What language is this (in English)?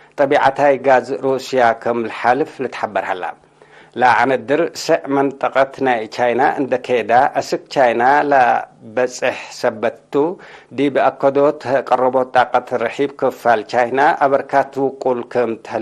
Tigre